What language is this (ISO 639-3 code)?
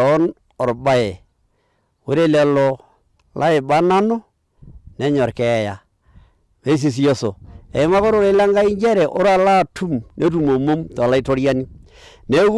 mas